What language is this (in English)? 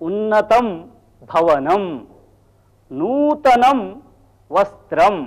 Sanskrit